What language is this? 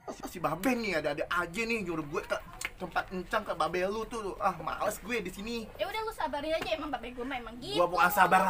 Betawi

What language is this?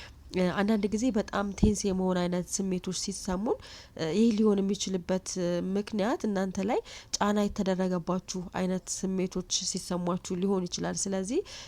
Amharic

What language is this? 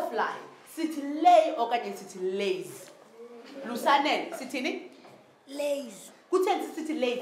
Xhosa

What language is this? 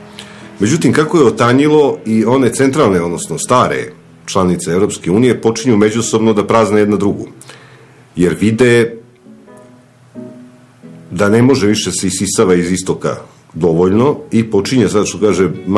Serbian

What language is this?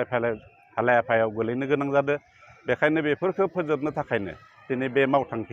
Bodo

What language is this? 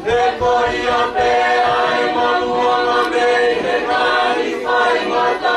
Tongan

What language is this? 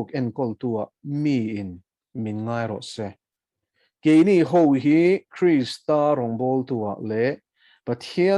Mizo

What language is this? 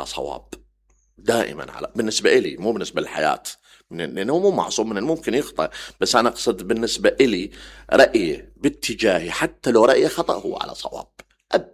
Mesopotamian Arabic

